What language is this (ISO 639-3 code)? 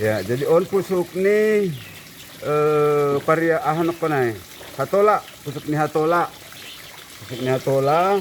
bts